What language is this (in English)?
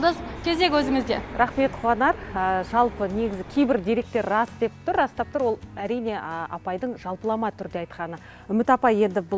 Kazakh